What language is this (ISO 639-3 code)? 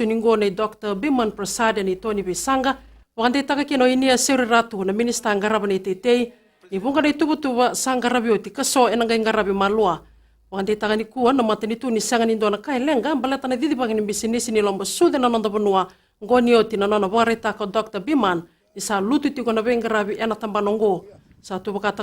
fij